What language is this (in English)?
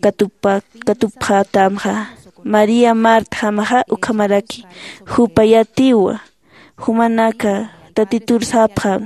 Aymara